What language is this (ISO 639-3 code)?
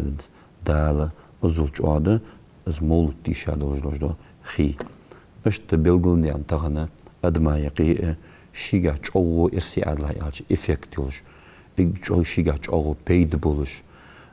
inh